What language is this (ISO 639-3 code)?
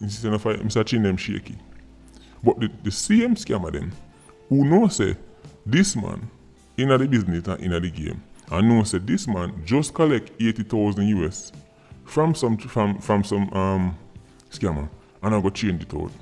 jam